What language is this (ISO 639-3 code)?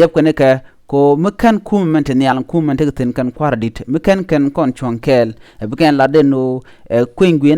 nus